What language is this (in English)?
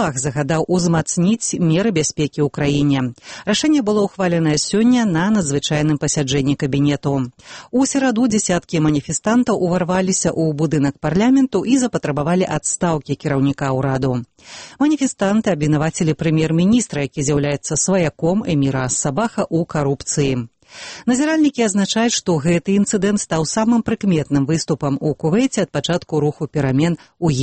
Belarusian